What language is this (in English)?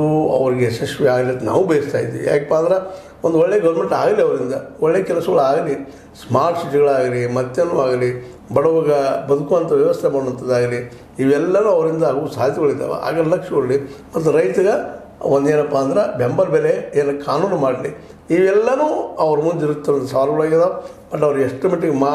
Kannada